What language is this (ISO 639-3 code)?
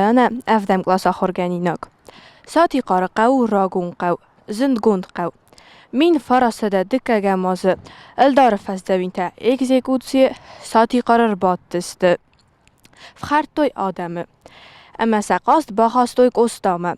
oss